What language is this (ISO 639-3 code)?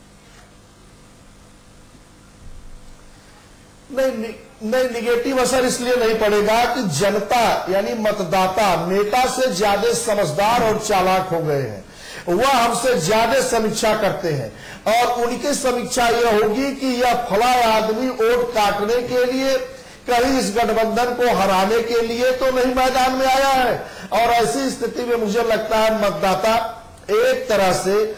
hin